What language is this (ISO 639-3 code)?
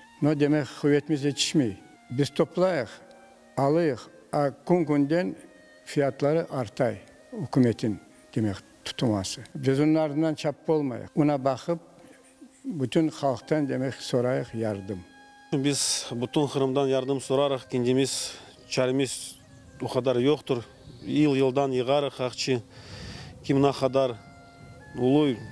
crh